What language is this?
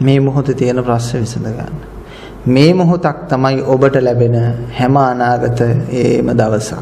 Sinhala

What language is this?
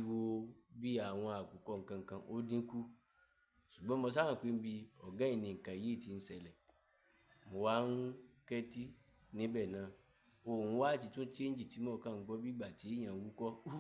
Yoruba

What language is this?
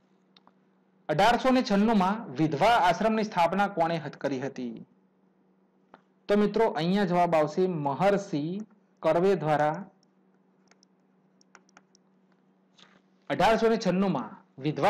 Gujarati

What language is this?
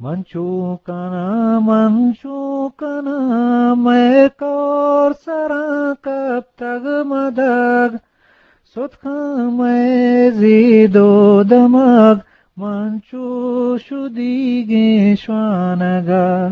Eastern Balochi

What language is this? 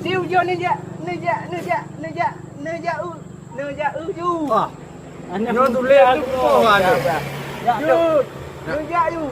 Achinese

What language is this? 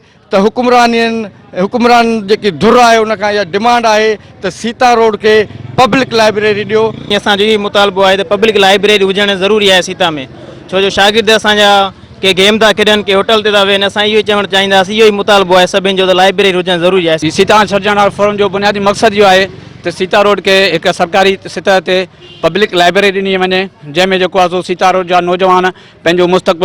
Sindhi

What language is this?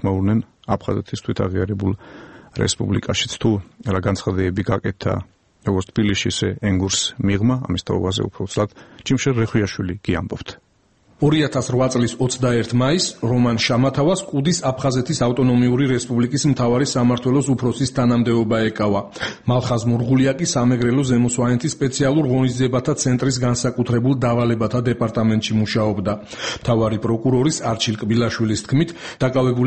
Georgian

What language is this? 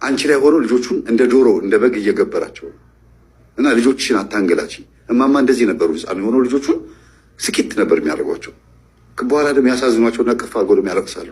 Amharic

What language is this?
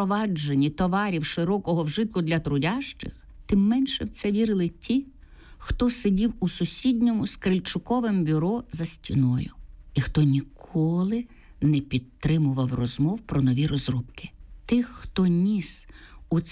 Ukrainian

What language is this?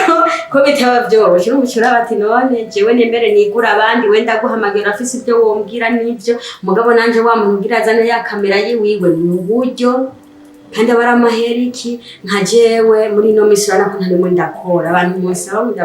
Rundi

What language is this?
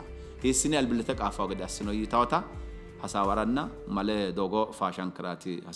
Sidamo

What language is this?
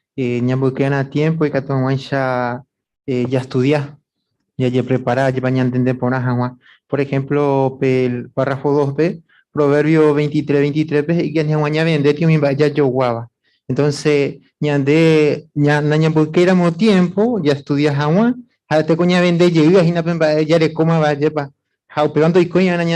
Guarani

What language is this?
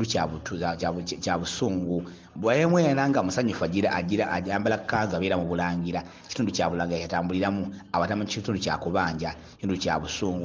Ganda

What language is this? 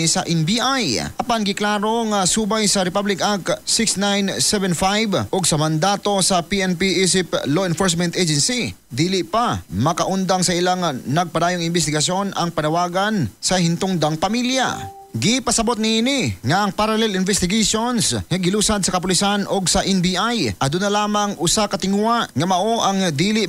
Cebuano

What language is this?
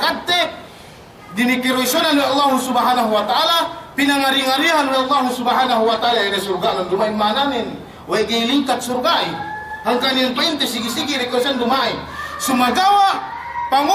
Yakan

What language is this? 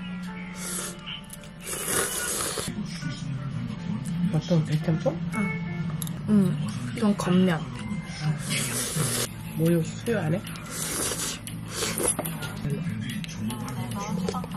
Korean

